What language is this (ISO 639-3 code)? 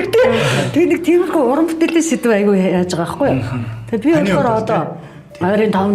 mon